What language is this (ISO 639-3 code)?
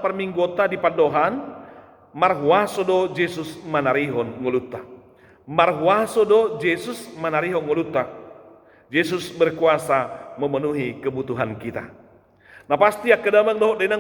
bbc